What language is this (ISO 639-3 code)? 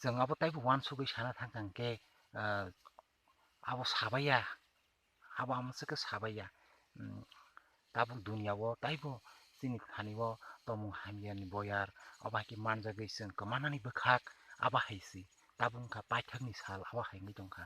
trp